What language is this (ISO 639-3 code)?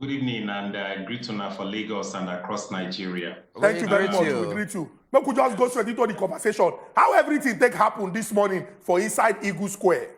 pcm